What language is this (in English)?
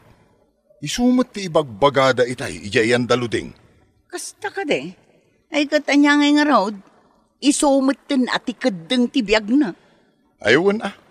Iloko